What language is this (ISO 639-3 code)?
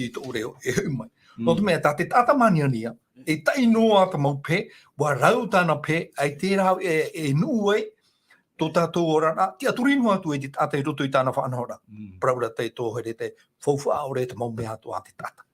tah